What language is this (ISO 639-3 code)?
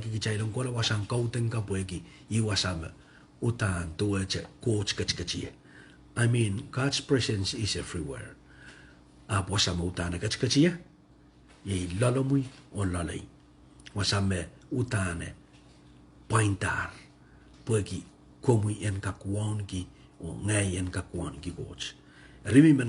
pon